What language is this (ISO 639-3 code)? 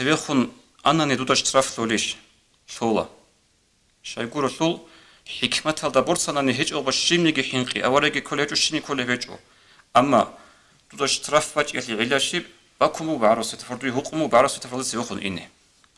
ava